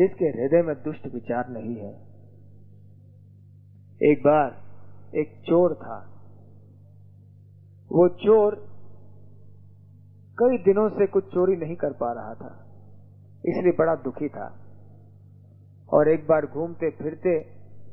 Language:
Hindi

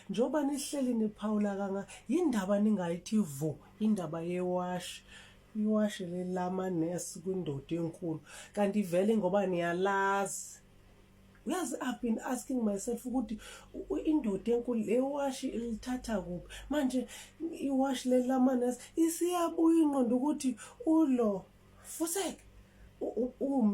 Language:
Zulu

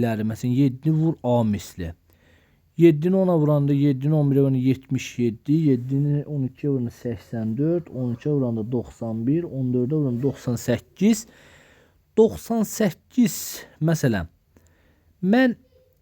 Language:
Azerbaijani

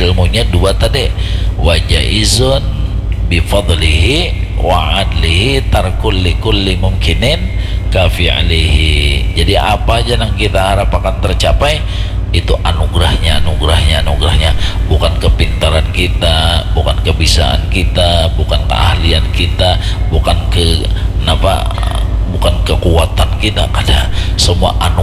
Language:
Banjar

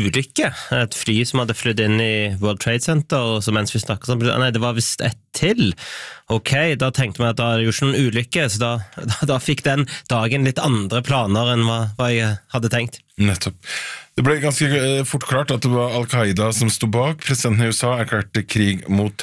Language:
Norwegian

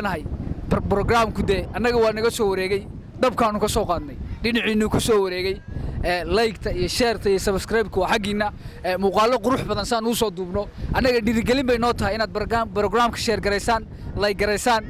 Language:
Somali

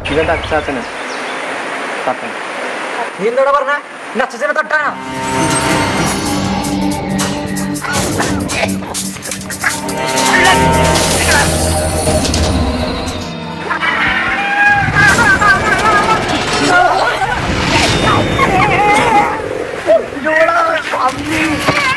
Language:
Malayalam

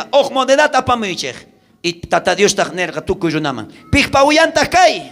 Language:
South Bolivian Quechua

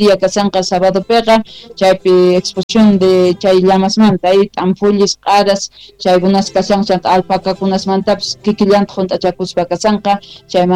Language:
Quechua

